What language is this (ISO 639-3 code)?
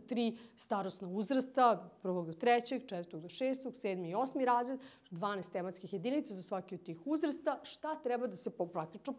srp